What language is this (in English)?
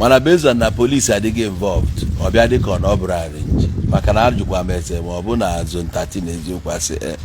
Igbo